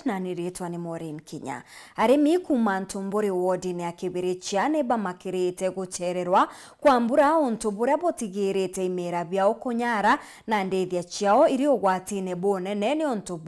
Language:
Meru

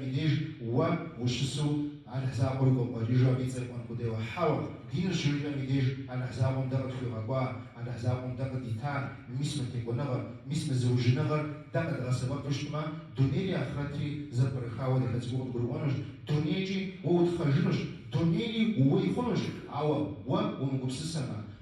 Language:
Kabardian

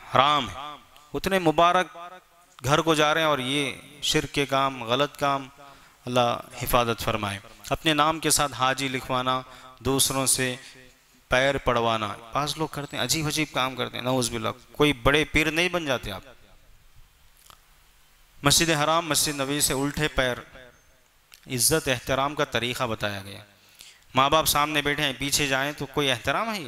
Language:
Urdu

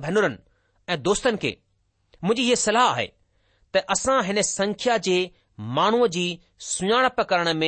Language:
Sindhi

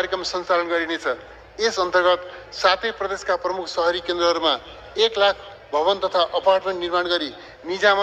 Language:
Nepali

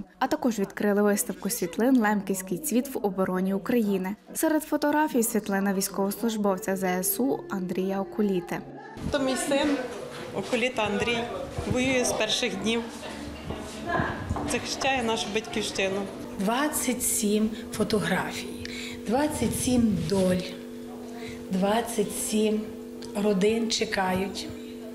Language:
Ukrainian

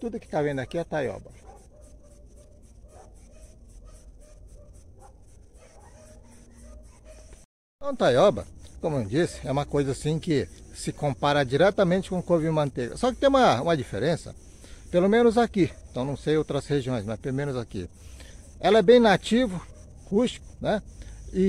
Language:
Portuguese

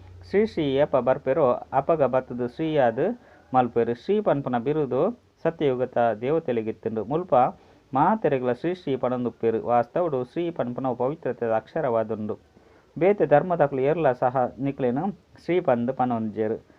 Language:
Tulu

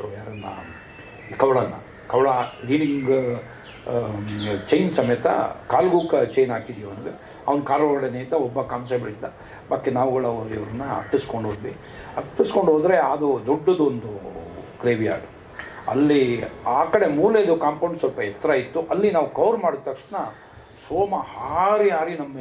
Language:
Kannada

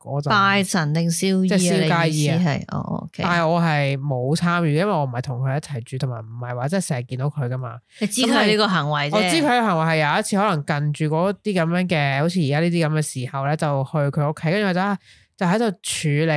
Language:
Cantonese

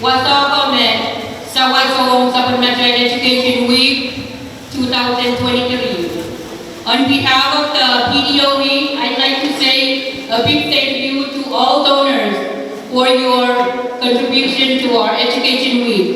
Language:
Pohnpeian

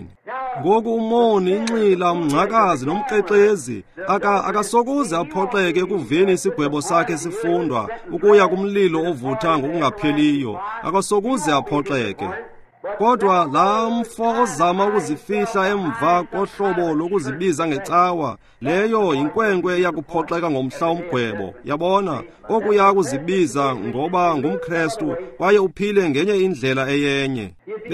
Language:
Xhosa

